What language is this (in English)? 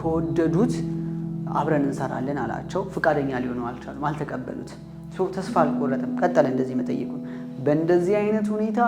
Amharic